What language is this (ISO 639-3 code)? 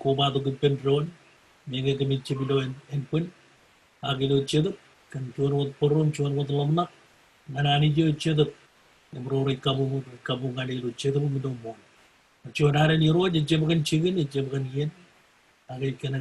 mah